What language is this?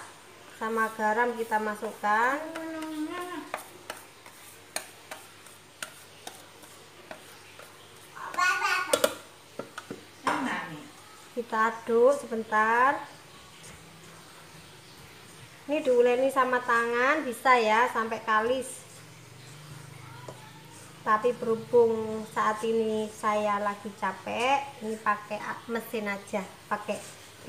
Indonesian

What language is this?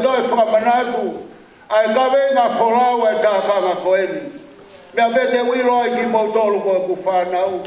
Tongan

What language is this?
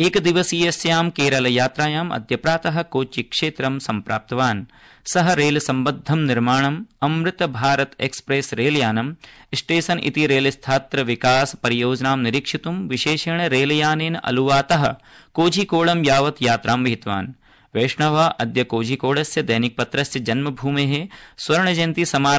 Sanskrit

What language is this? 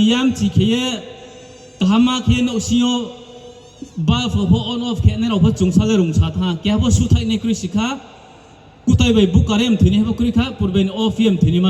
Riang (India)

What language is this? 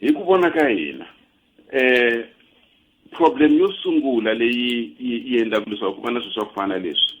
Tsonga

